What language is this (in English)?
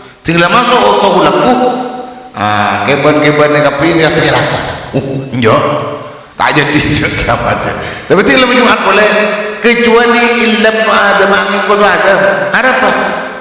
Madurese